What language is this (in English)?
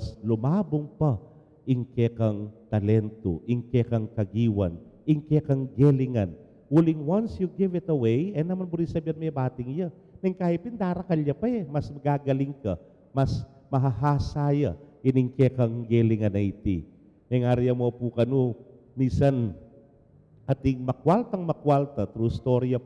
Pampanga